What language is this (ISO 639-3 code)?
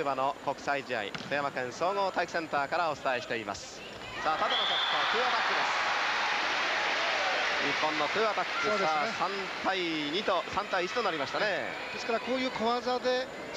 jpn